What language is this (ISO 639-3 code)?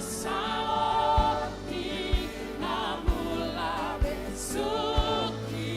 fij